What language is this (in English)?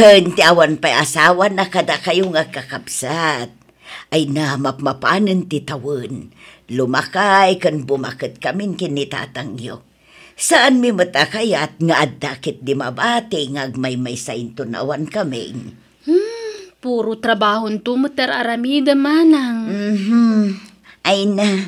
Iloko